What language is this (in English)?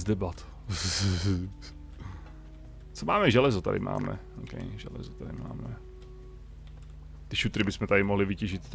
Czech